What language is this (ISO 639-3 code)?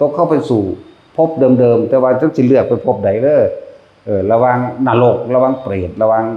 tts